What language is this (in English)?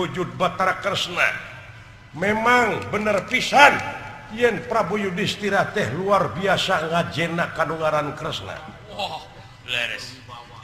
Sundanese